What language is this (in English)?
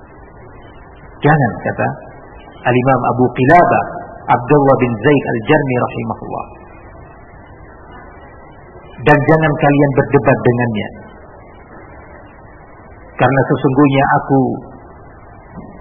Indonesian